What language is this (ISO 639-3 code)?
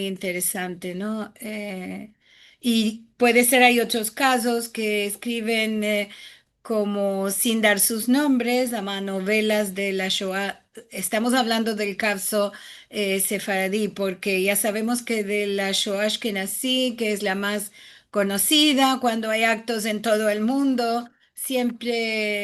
lad